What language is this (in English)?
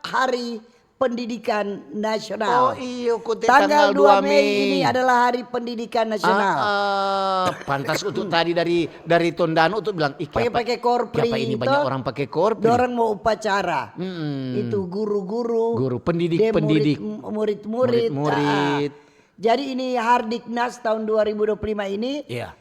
Manado Malay